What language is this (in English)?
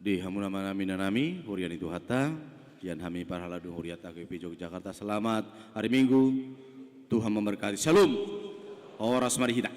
Batak Toba